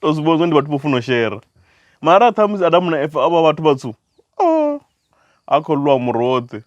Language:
Venda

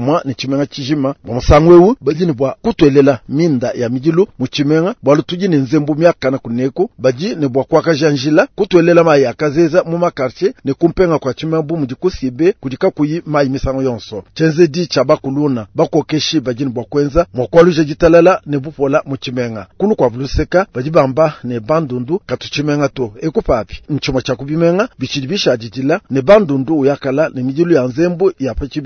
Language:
Luba-Lulua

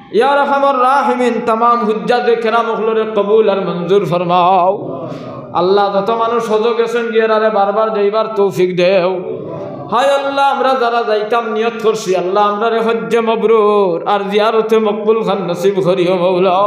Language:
Sylheti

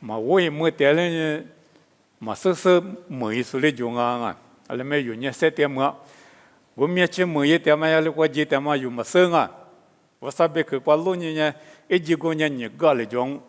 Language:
Lisu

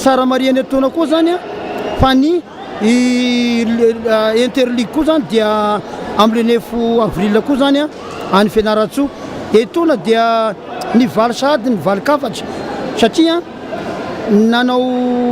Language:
Malagasy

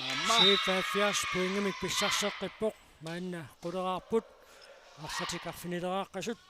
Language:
Kalaallisut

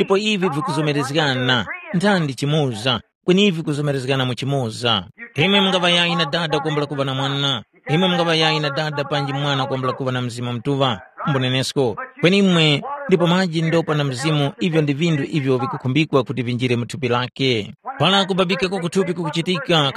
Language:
Tumbuka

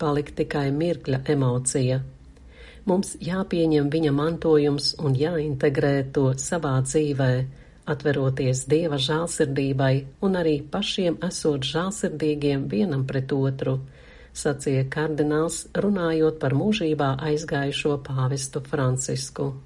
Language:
Latvian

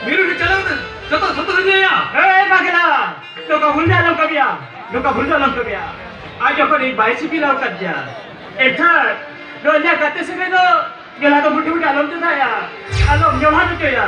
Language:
Santali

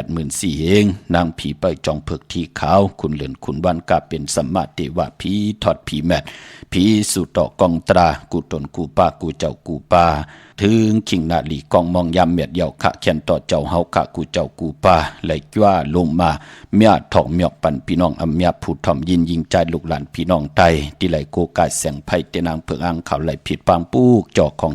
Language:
Shan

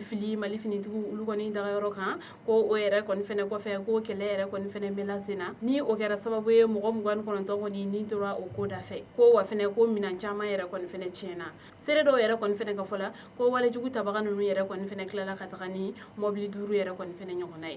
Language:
Bambara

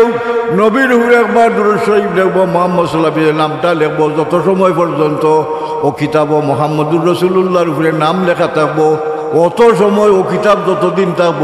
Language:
Sylheti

